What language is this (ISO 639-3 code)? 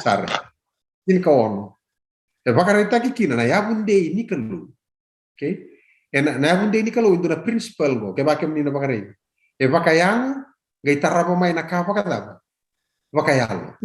fij